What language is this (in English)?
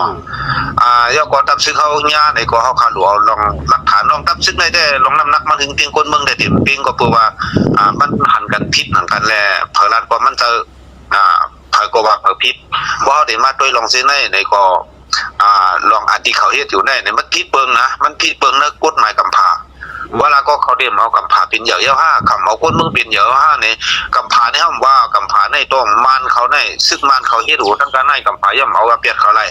Shan